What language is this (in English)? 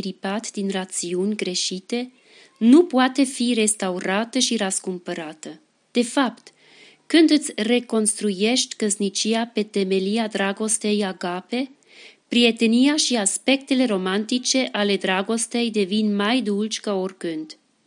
Romanian